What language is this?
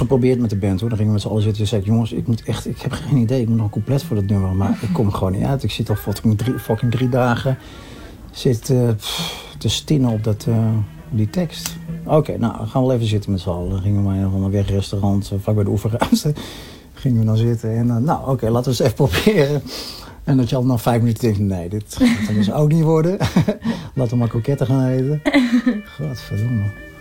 Dutch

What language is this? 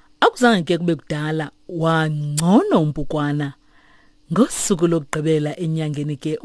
Xhosa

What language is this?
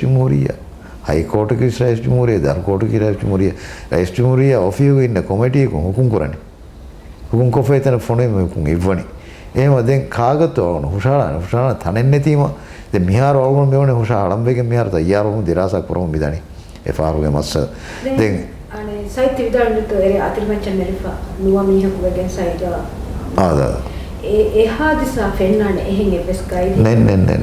Divehi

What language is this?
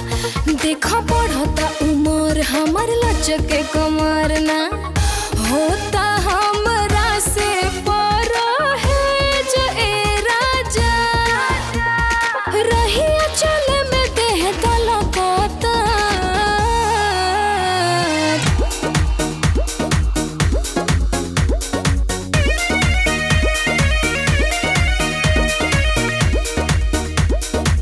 Bhojpuri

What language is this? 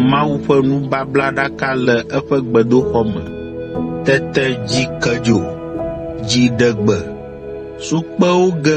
Ewe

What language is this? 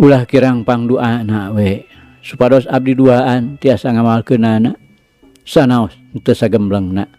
Sundanese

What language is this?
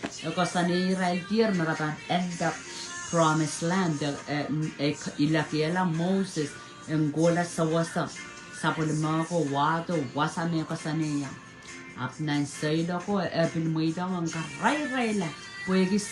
Pohnpeian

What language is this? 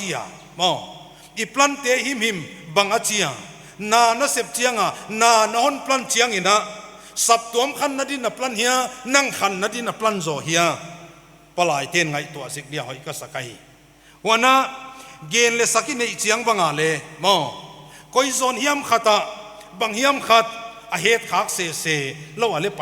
Paite Chin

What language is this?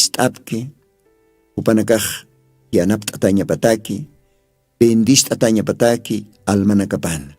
Aymara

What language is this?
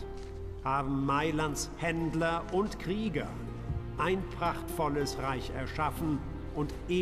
Swiss German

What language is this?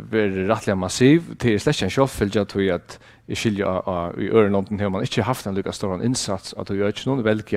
Faroese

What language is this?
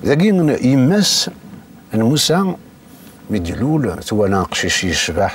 Kabyle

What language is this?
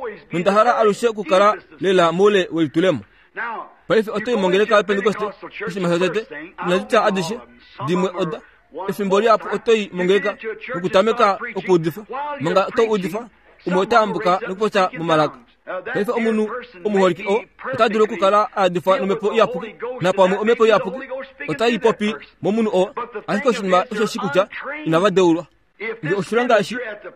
Kuanyama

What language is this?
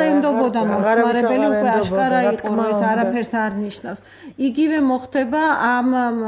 Georgian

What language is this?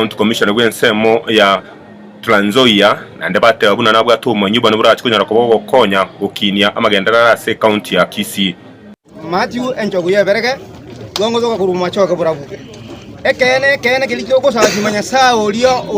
Gusii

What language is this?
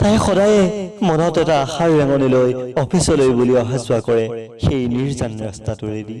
Assamese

